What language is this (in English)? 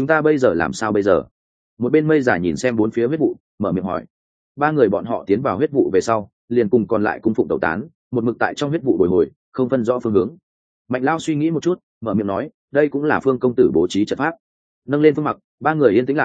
Vietnamese